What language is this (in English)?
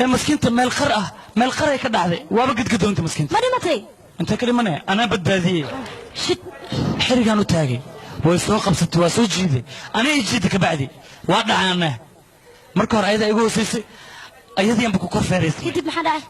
Somali